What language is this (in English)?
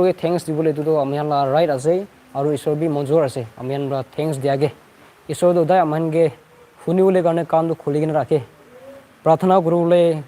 Naga Pidgin